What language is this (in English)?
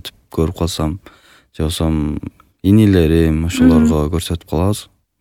Kyrgyz